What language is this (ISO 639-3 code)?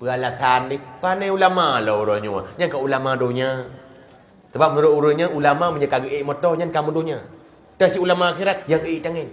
ace